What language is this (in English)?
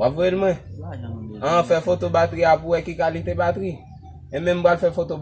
Haitian Creole